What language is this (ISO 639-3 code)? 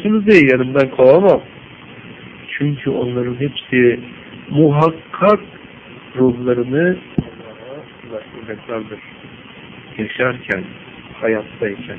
tur